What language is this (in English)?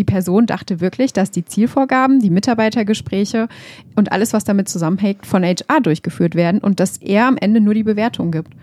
German